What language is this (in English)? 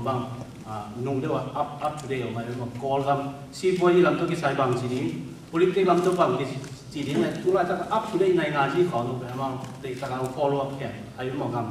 Tedim Chin